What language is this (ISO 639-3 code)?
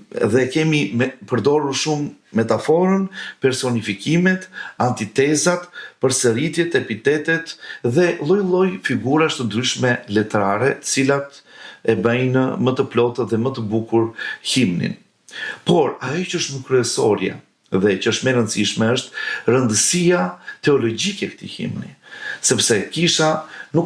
sqi